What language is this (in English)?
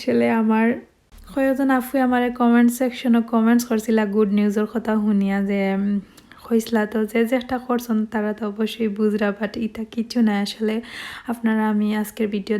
Sylheti